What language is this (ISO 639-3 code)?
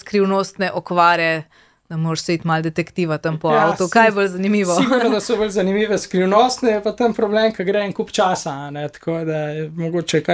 slv